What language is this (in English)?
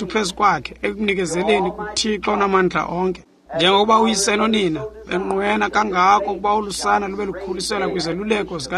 Xhosa